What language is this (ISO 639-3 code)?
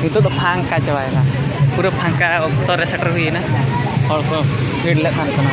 sat